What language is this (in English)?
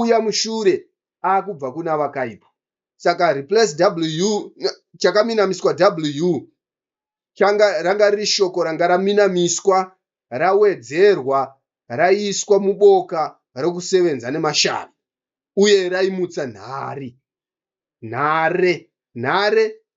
Shona